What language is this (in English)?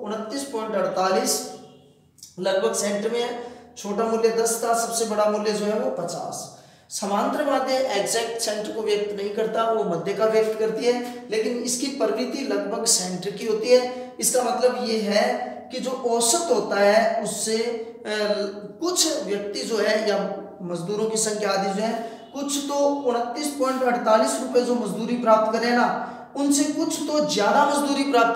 Hindi